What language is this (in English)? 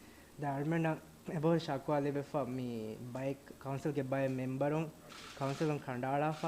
Divehi